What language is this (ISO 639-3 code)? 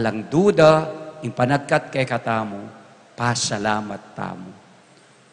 pam